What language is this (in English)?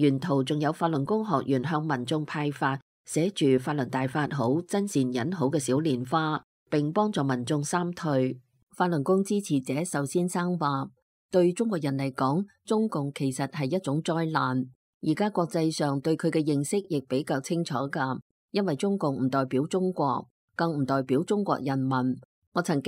Cantonese